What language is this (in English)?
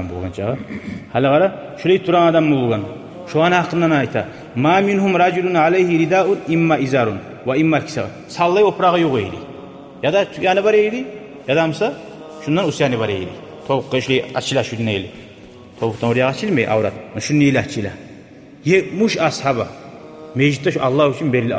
Kumyk